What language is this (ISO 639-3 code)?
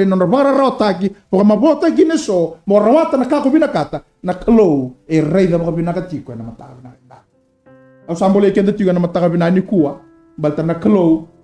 fij